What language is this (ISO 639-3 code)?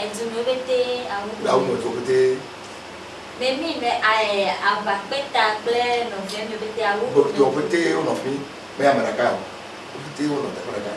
ewe